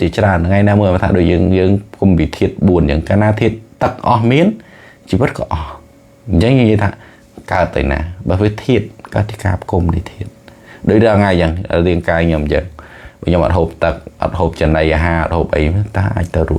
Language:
Khmer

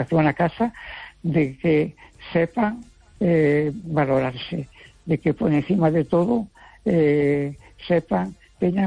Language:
Galician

